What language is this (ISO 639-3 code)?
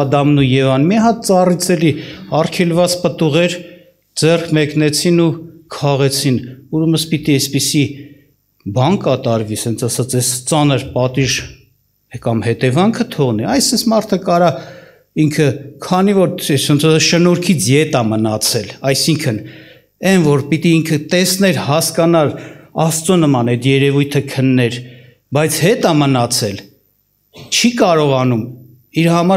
hye